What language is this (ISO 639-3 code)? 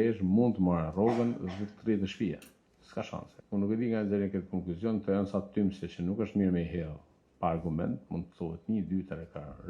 sqi